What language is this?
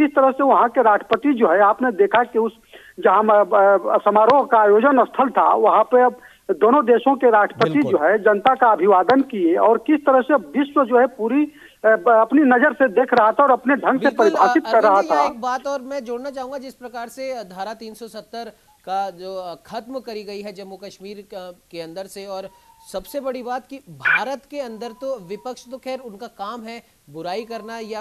Hindi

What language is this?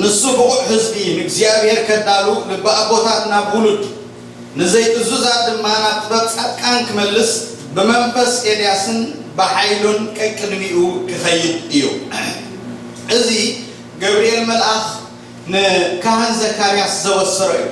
Tigrinya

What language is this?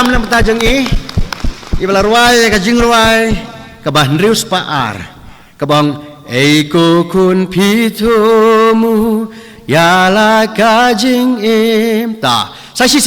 Khasi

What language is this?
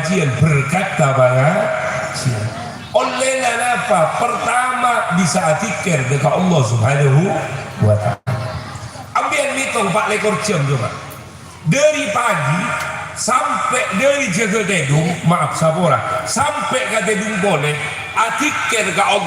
Madurese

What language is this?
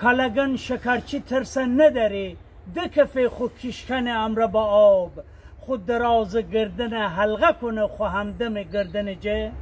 Gilaki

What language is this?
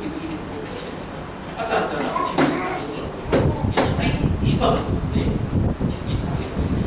Falam Chin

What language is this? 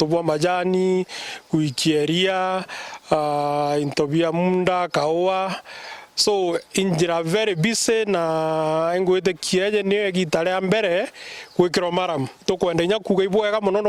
Meru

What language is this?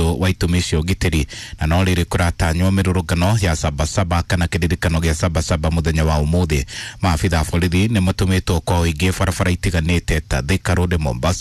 Kikuyu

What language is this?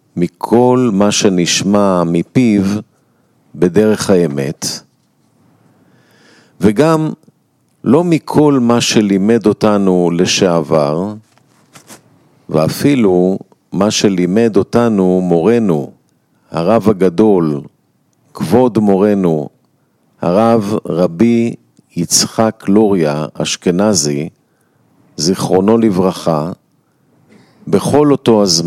Hebrew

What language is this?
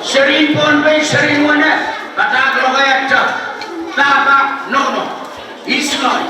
Pohnpeian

